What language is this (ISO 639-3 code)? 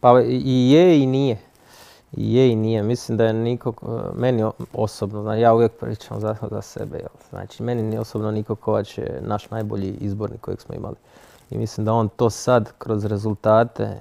hrv